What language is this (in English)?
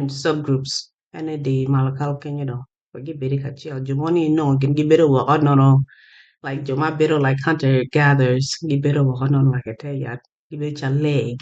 Acoli